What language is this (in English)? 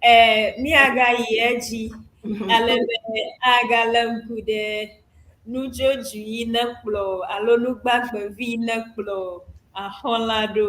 Ewe